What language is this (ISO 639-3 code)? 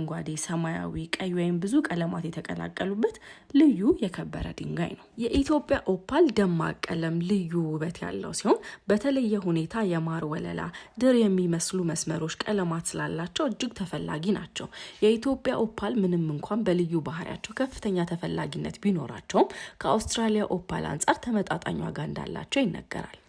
amh